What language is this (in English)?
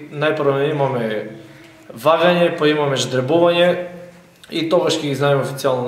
Macedonian